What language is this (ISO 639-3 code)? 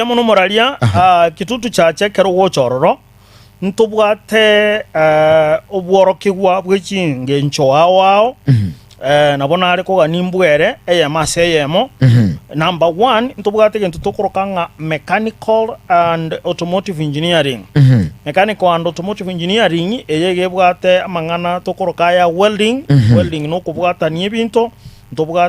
guz